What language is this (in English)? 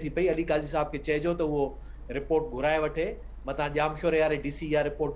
Sindhi